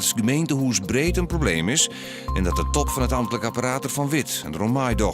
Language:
Western Frisian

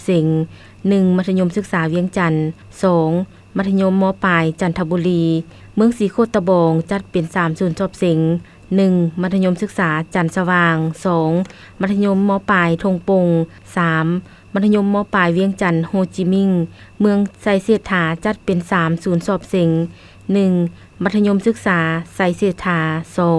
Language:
Lao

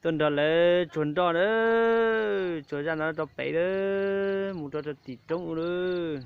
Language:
Hmong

